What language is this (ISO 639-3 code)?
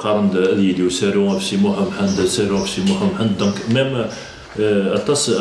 kab